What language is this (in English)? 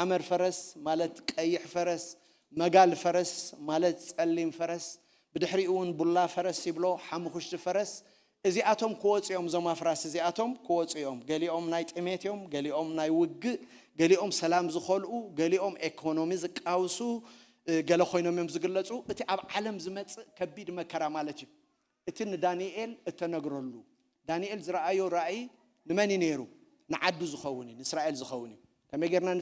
Tigrinya